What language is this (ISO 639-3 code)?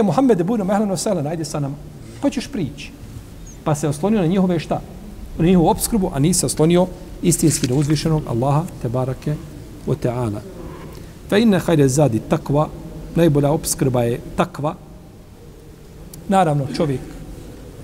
bos